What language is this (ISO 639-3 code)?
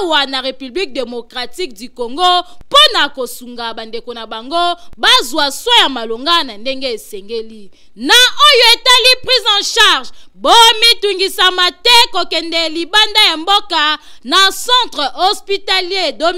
lin